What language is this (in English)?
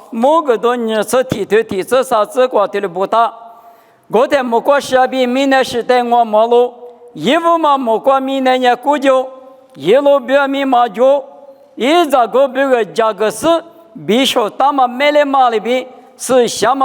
Lisu